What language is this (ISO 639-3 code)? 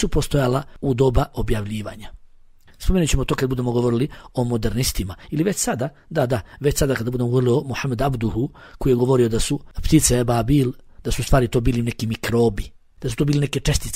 bos